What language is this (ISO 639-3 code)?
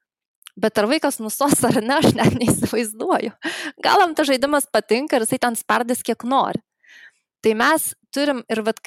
lit